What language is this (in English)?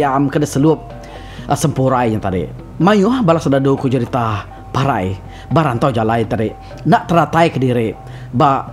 Iban